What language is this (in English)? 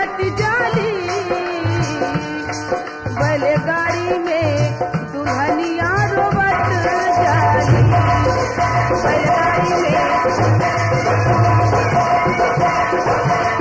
Bhojpuri